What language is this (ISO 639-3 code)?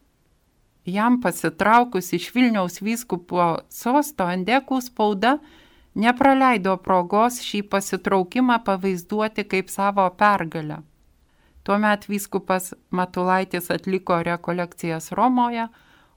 lit